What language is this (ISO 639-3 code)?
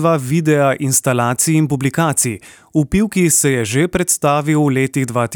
slv